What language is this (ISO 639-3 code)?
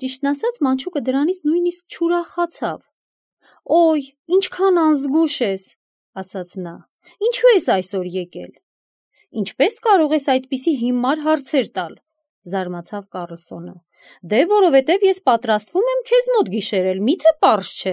hye